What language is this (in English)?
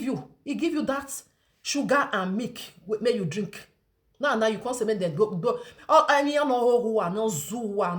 Nigerian Pidgin